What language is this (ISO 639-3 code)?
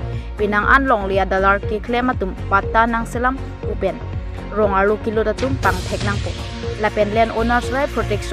mjw